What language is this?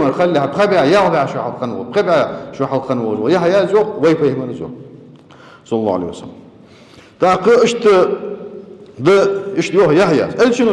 Ingush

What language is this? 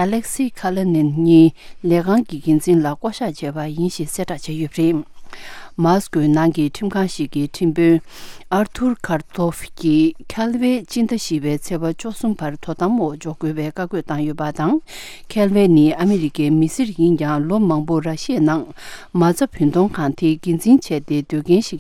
Tibetan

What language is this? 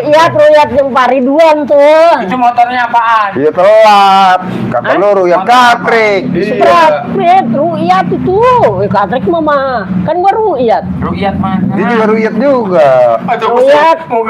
Betawi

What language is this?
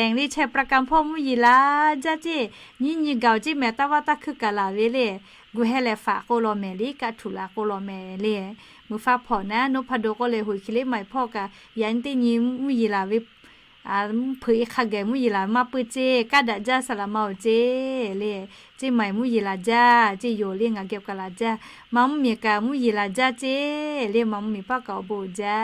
Lahu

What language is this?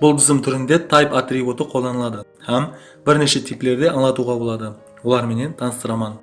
Kara-Kalpak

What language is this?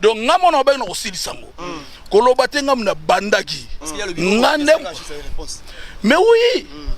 Lingala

